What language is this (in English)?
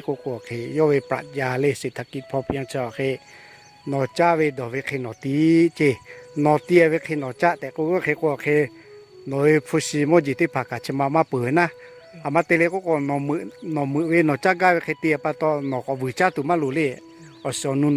Lahu